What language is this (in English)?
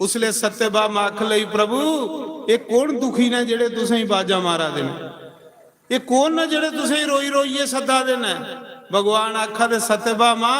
Dogri